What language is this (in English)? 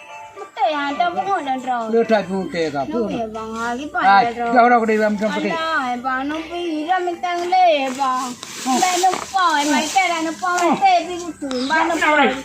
Achinese